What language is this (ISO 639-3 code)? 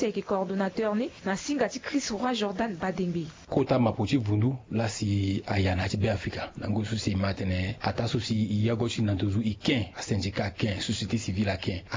sag